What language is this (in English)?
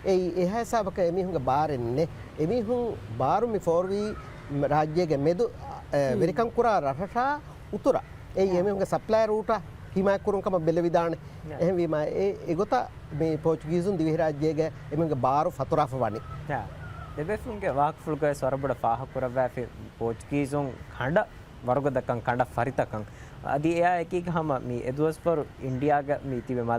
Divehi